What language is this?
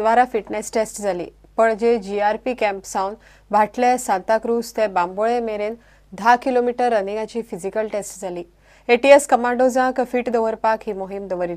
Konkani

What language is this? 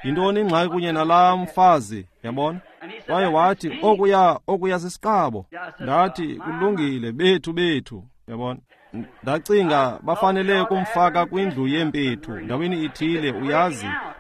Xhosa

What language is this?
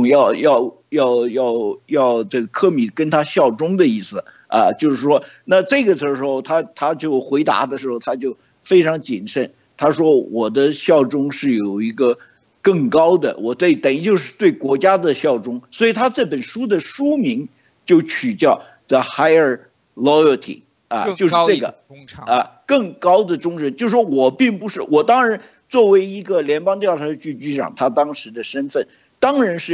Chinese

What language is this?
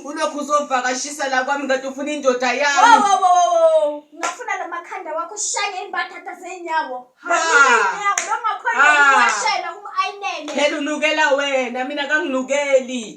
Zulu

